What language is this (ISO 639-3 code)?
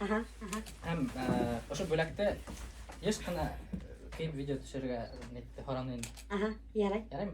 bak